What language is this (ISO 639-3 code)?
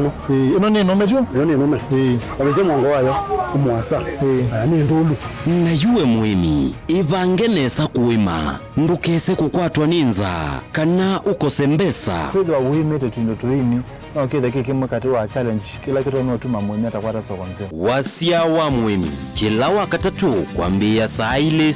kam